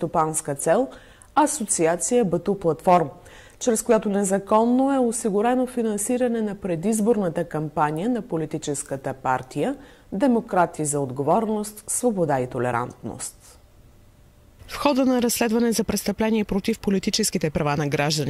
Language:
Bulgarian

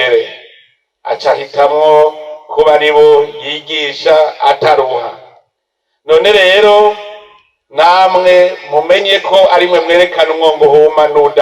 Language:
Rundi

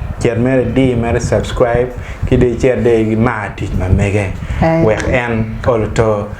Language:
Acoli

